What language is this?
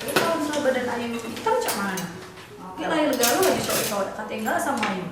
Musi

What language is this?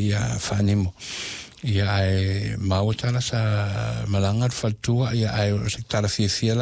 Samoan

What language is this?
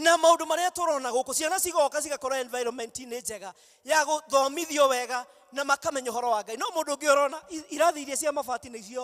Kikuyu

